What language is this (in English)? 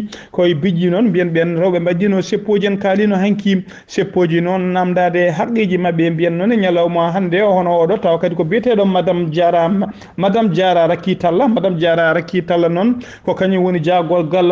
Fula